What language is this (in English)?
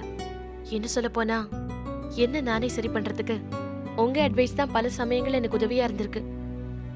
Tamil